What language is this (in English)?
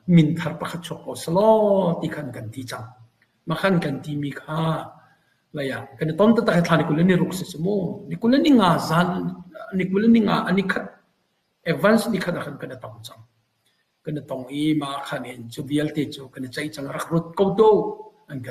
Hakha Chin